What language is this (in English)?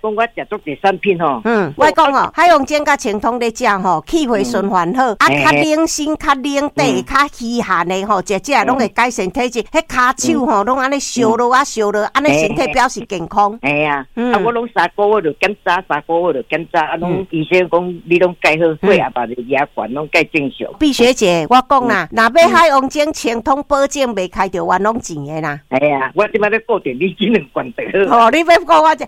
Min Nan Chinese